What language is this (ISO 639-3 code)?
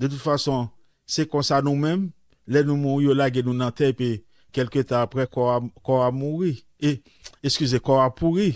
hat